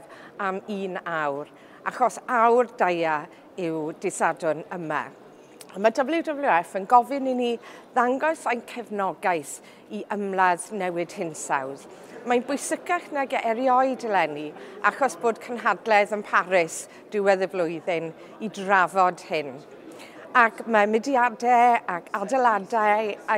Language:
Welsh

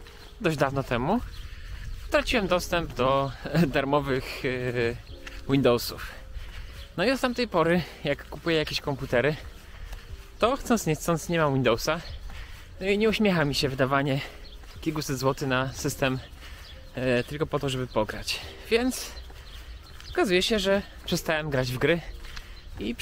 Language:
Polish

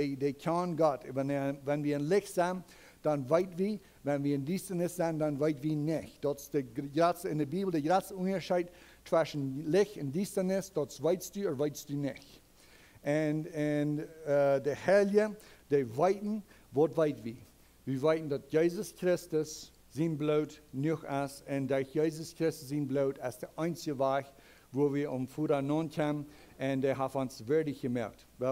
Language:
Plautdietsch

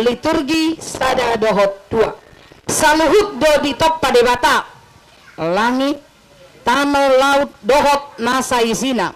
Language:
Batak Toba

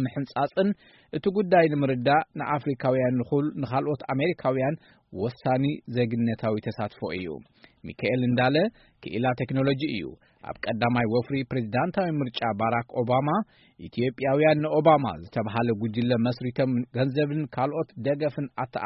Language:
Tigrinya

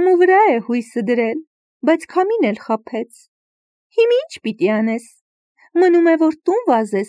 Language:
Armenian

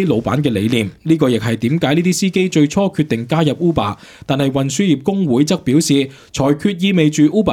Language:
Cantonese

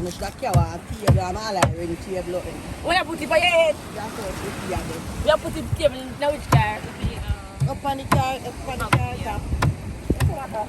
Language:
Jamaican Creole English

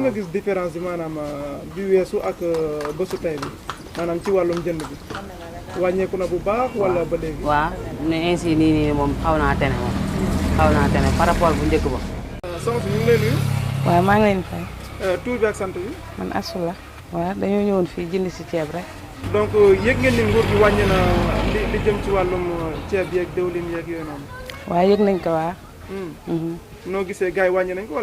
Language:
Wolof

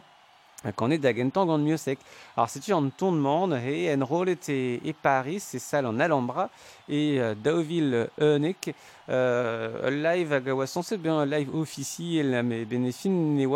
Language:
Breton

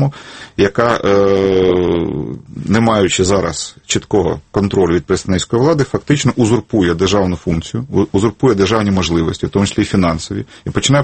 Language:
Ukrainian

